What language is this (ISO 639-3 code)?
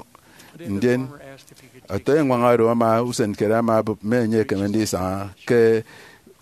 efi